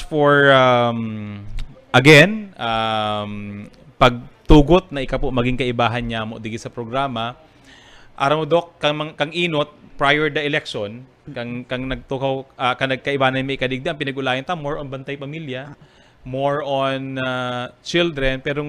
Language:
Bikol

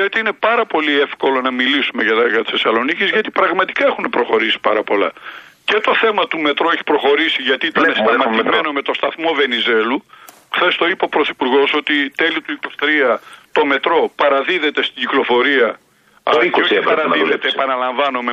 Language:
Greek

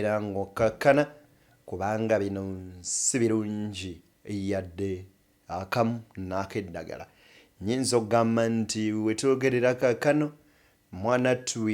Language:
Ganda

